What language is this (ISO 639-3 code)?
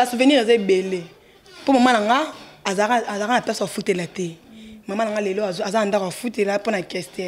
lin